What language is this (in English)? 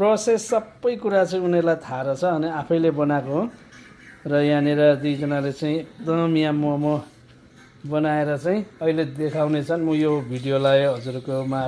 Nepali